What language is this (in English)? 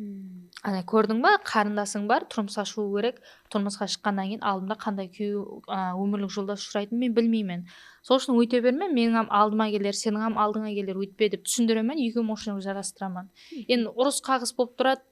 Kara-Kalpak